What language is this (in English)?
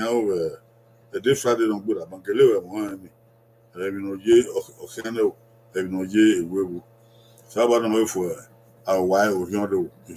Bini